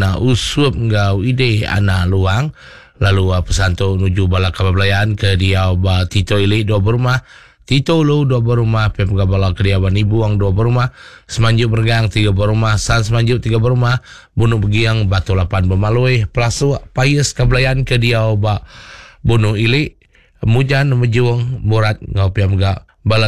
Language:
Iban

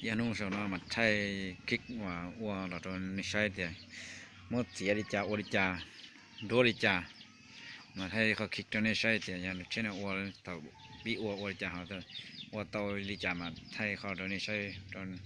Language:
Hmong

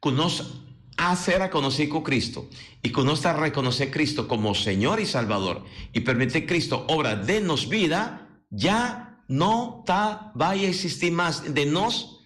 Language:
Papiamento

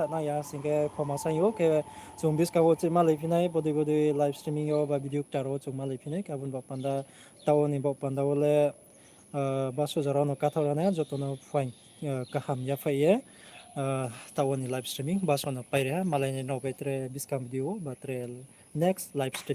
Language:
Riang (India)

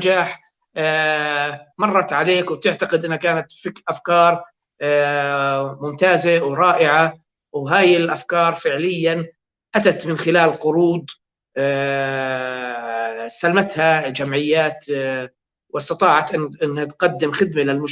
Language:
North Levantine Arabic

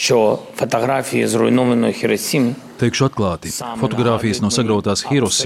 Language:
Latvian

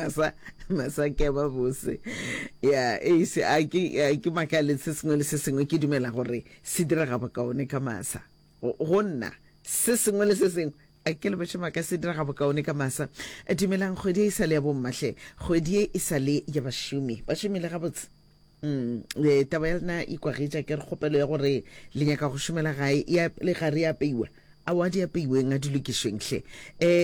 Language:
Northern Sotho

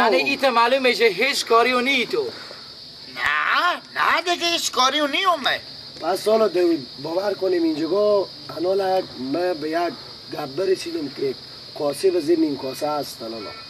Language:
Persian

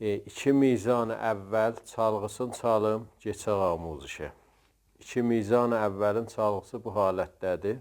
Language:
South Azerbaijani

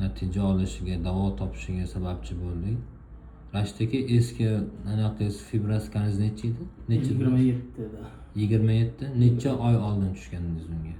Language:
Uzbek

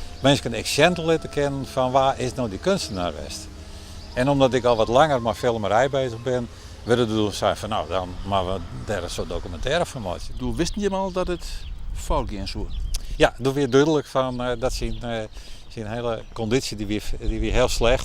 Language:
Western Frisian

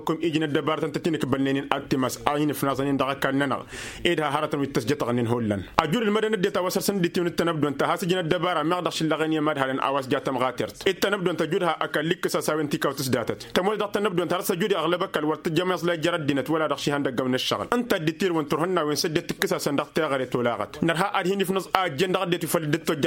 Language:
Tamasheq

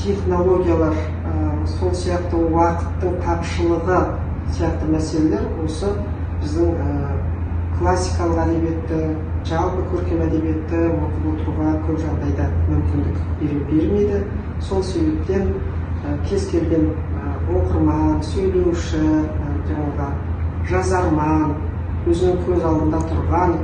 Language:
Kazakh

